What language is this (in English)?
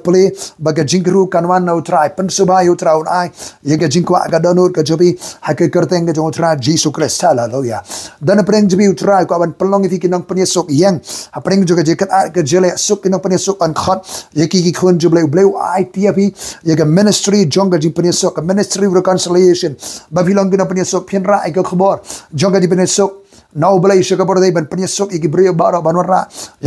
Khasi